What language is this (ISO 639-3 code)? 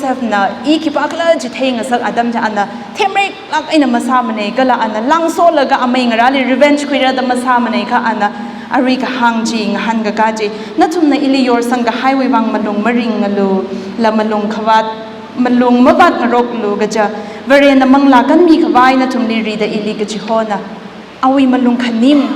nmf